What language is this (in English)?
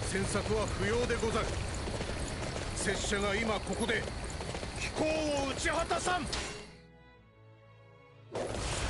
Japanese